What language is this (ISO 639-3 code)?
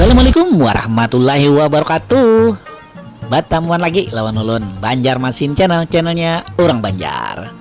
bjn